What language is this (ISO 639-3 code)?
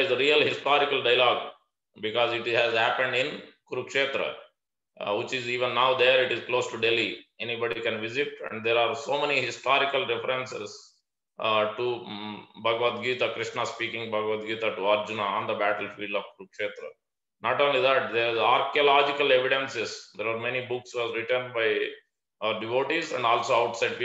eng